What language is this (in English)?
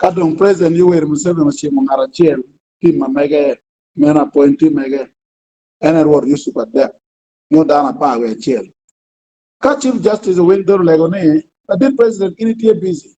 Acoli